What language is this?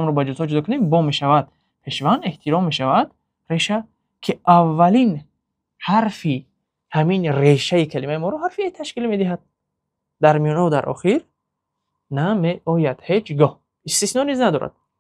Tajik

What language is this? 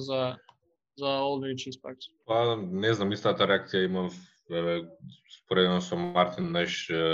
Macedonian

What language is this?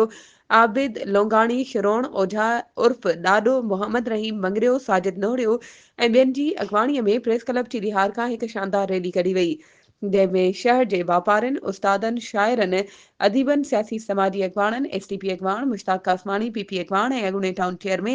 Sindhi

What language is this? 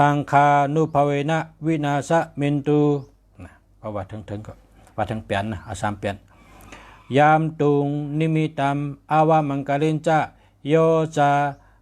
Shan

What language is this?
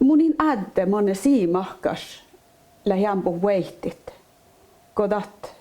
Northern Sami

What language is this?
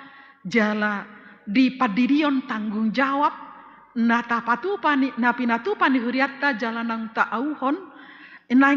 Batak Toba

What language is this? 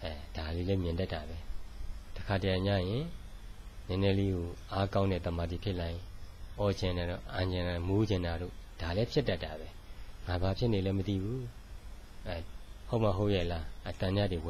Burmese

